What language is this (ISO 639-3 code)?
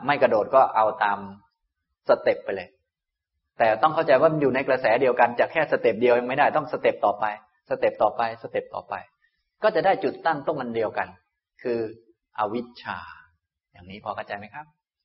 tha